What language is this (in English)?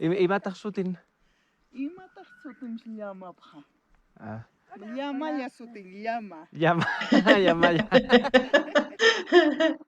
South Bolivian Quechua